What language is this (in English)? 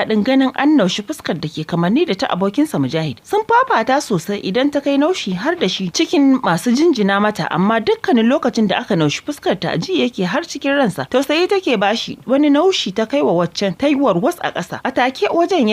Hausa